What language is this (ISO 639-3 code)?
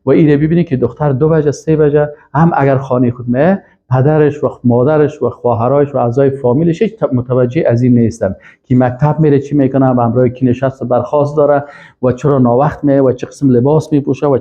fas